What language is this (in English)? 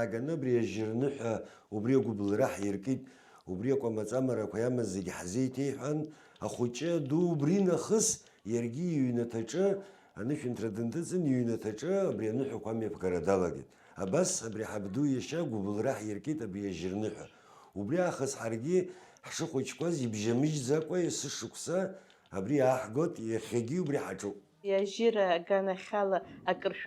Abkhazian